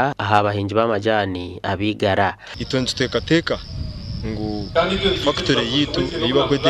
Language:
Nyankole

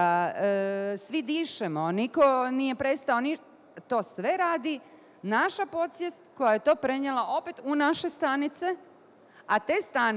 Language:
Bosnian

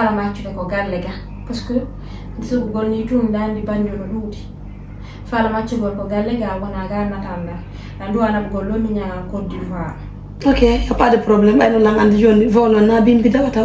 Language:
Fula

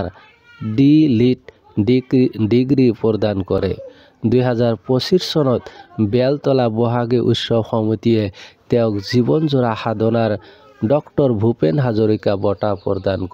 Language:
Assamese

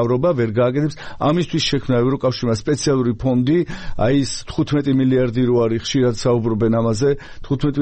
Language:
Georgian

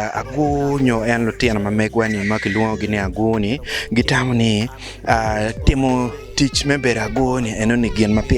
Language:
Acoli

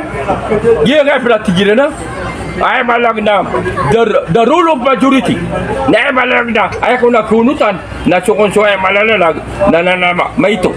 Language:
Maranao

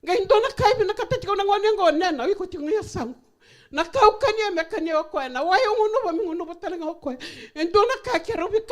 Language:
Fijian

